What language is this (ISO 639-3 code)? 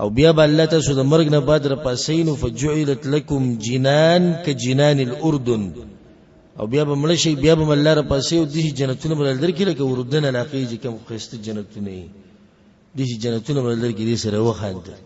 pus